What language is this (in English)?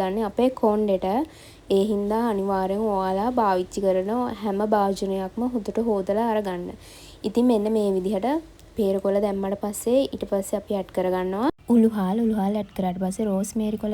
Sinhala